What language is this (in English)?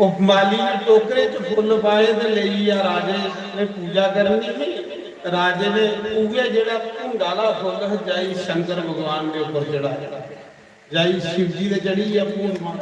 Dogri